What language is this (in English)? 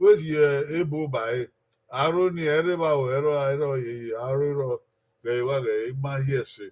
Bini